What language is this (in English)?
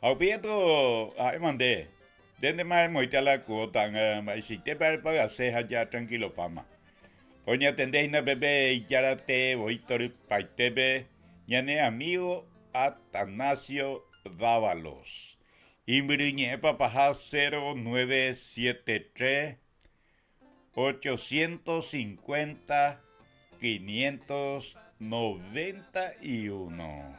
Guarani